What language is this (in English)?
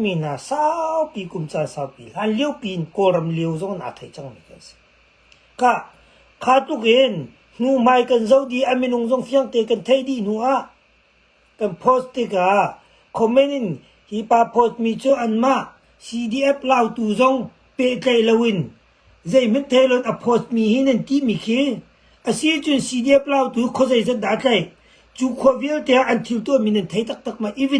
Hakha Chin